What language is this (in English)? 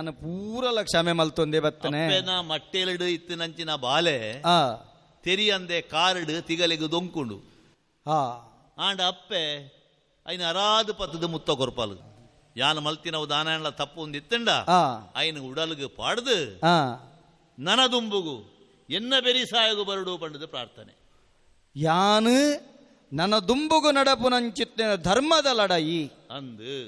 Tulu